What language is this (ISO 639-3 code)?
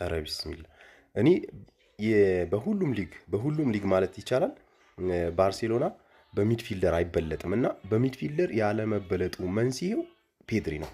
amh